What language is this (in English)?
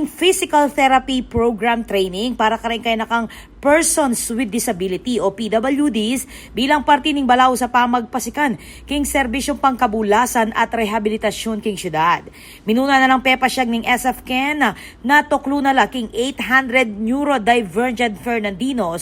Pampanga